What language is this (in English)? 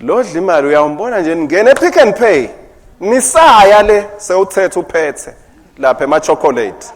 Swati